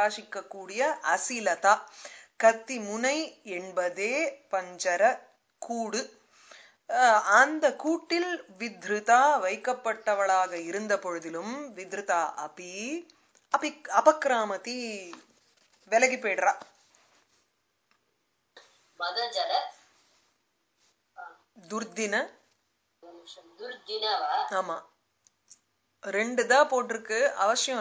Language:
Tamil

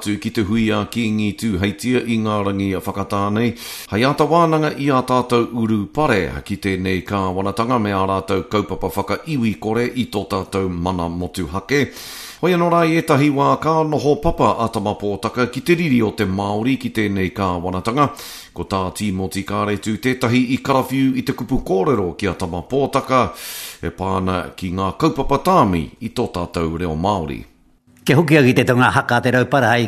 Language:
Māori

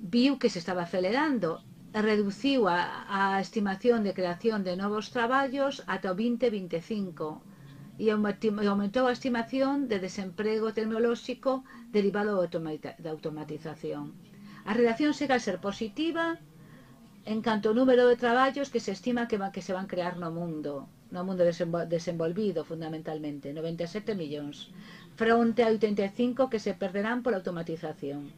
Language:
Galician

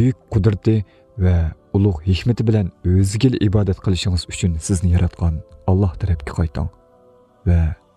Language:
Uyghur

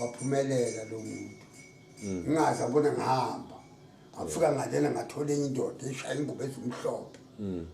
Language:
Zulu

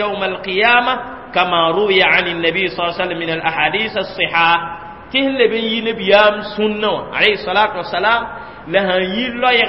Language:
Mossi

